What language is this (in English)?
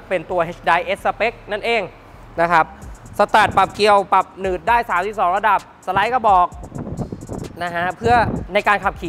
Thai